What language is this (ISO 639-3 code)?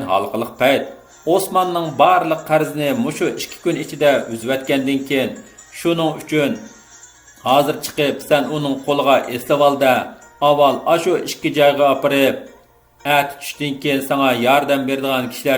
uig